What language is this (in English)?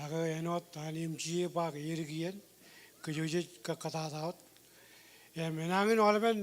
Marshallese